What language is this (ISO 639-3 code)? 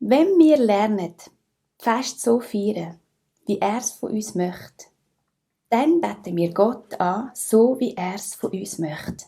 gsw